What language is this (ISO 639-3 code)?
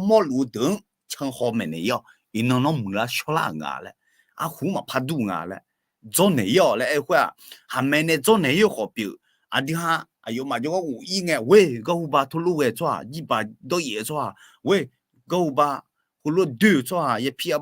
ahk